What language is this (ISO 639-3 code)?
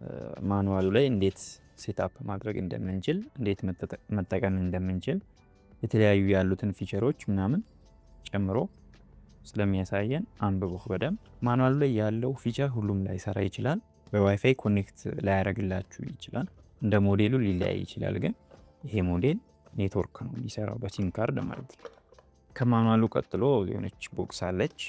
amh